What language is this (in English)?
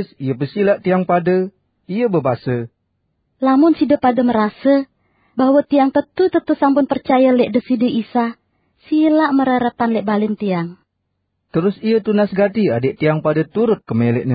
Sasak